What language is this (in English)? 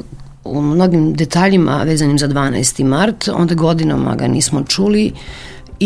Serbian